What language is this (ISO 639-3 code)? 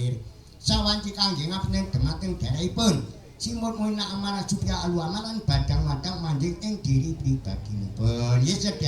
jav